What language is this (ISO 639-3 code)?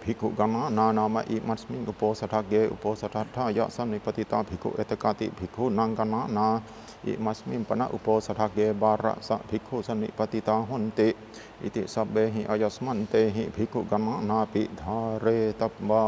pli